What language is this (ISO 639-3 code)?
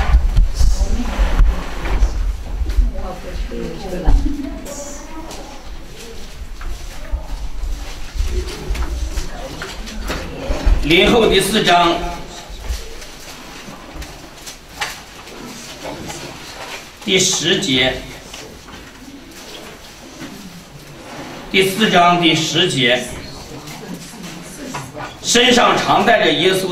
zho